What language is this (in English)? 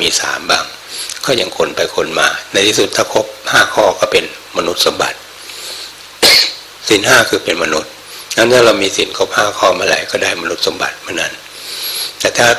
Thai